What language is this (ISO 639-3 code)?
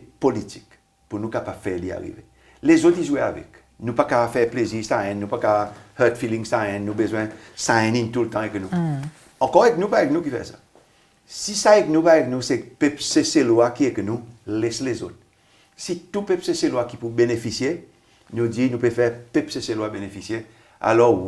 crs